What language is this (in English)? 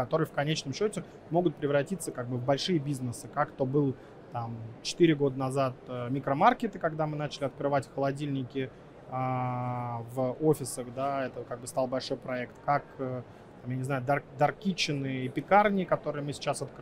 Russian